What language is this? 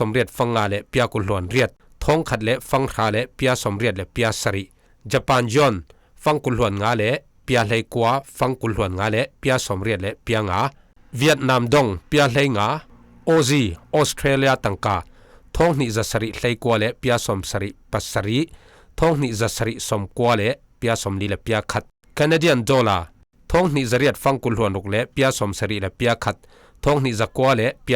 Falam Chin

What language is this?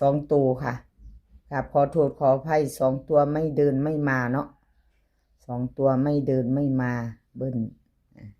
Northeastern Thai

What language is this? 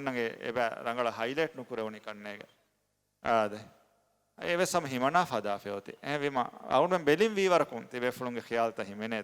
Divehi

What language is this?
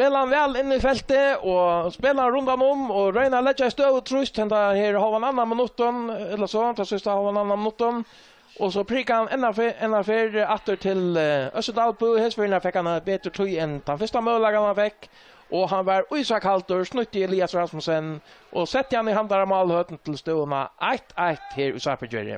Faroese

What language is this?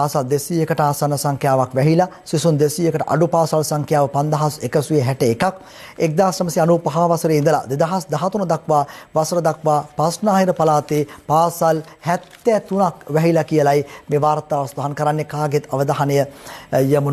Sinhala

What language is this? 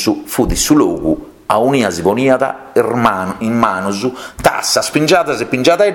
Sardinian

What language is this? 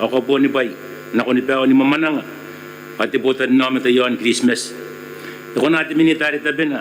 Gilbertese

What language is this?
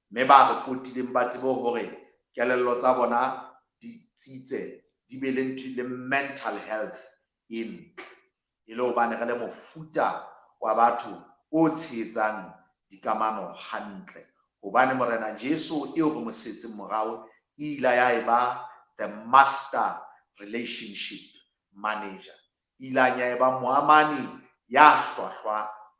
Southern Sotho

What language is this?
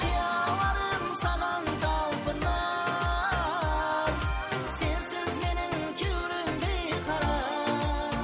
Kara-Kalpak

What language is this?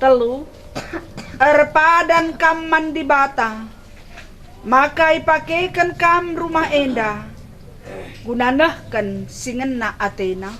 Batak Karo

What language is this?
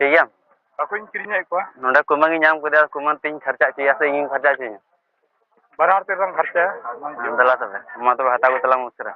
Santali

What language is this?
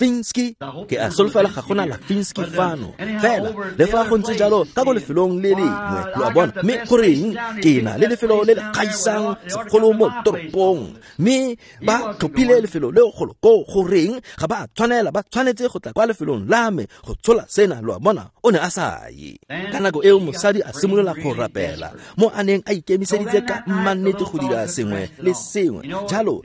Tswana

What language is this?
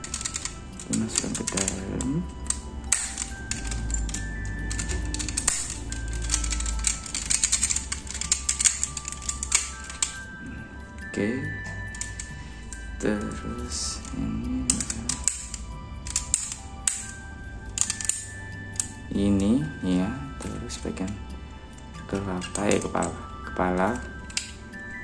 Indonesian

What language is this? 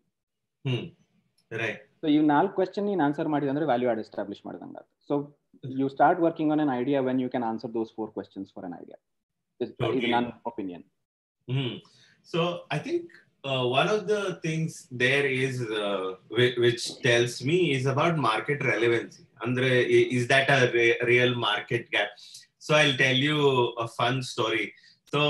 English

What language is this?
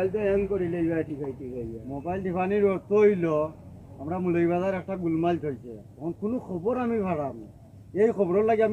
Sylheti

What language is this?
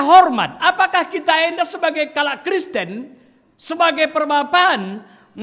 Batak Karo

